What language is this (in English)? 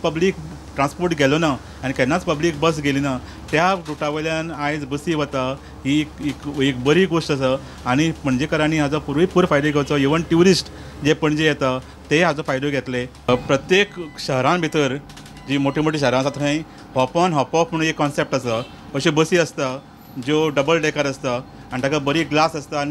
Konkani